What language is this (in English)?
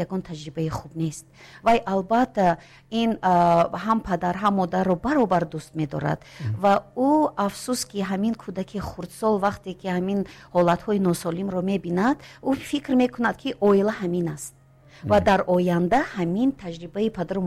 Tajik